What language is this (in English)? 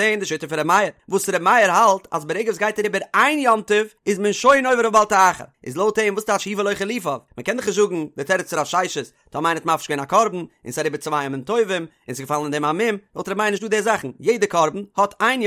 Yiddish